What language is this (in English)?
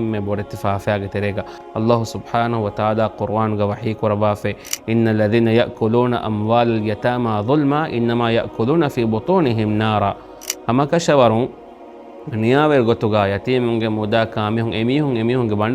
Divehi